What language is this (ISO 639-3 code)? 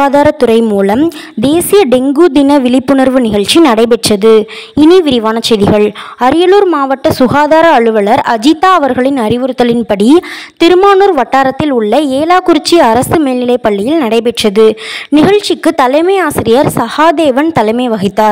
tam